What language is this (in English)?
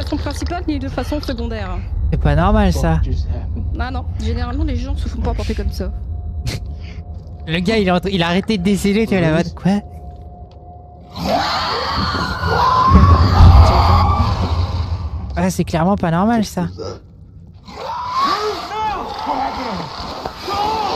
French